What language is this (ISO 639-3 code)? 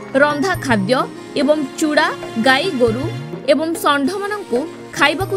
ori